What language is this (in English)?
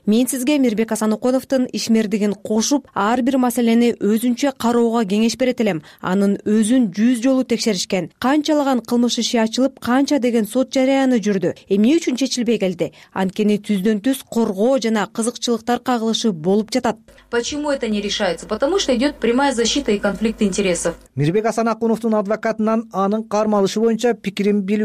Kyrgyz